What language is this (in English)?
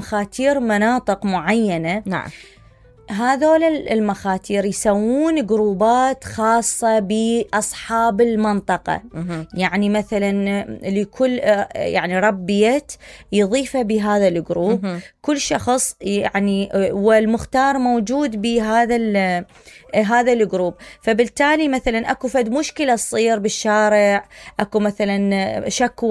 Mesopotamian Arabic